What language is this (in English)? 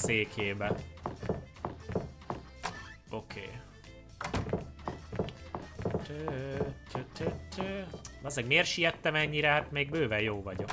Hungarian